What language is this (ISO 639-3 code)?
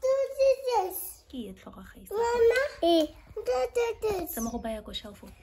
tsn